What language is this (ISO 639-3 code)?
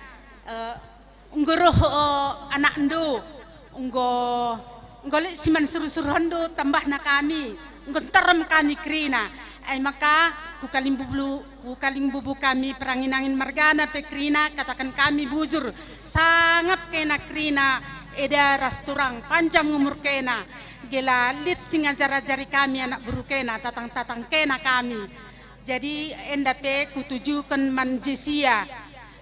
btx